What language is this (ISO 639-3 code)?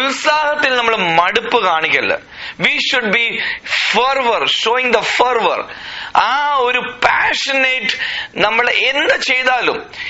mal